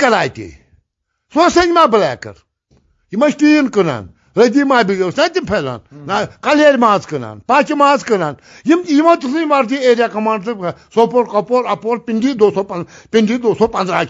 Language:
Kashmiri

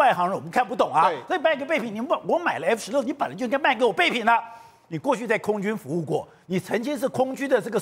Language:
Chinese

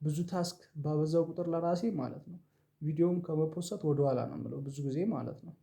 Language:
Amharic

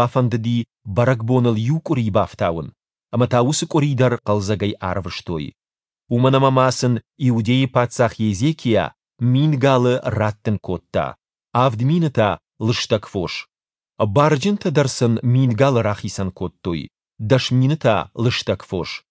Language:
Ossetic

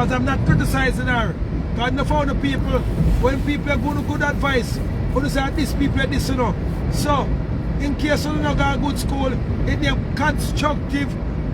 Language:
Jamaican Creole English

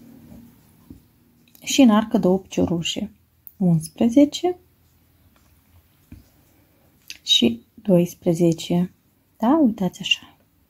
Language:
Romanian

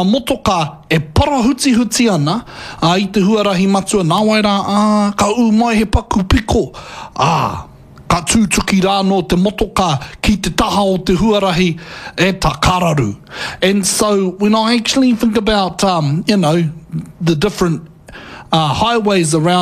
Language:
Māori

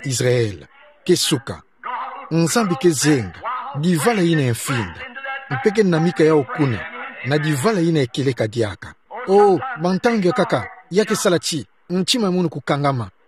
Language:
Kituba (Democratic Republic of Congo)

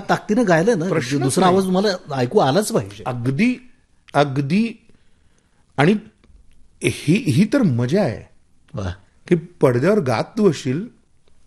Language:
Marathi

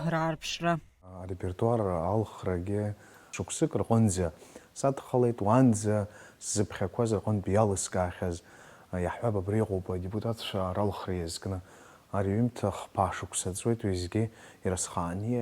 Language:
Abkhazian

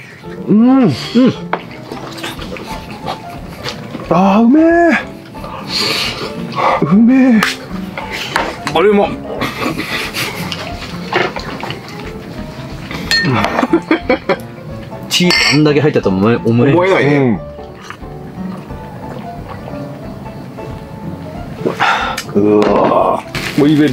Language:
Japanese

